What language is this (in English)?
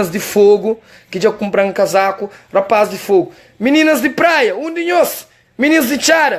Kabuverdianu